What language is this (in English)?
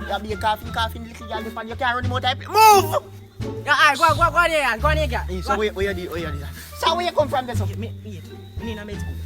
Jamaican Creole English